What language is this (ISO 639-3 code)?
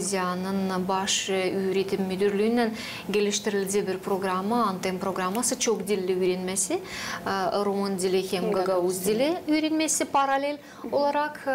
gag